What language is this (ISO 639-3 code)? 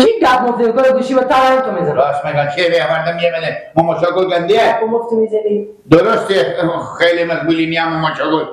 fas